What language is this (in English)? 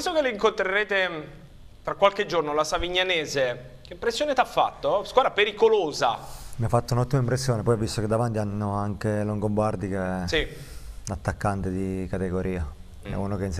Italian